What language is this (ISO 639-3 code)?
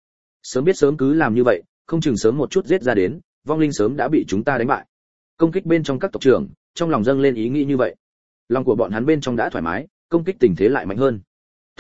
vie